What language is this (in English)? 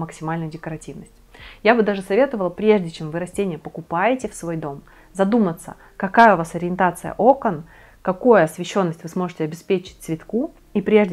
Russian